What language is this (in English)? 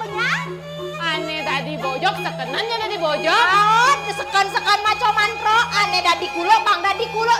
Balinese